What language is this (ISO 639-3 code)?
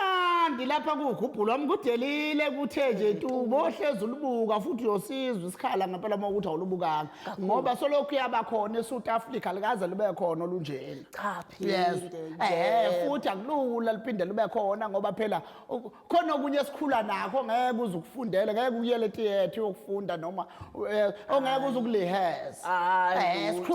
zul